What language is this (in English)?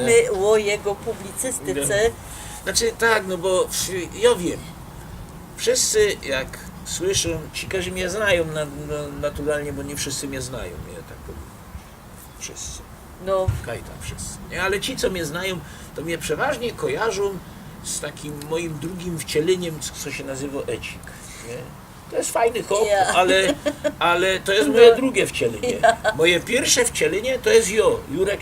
Silesian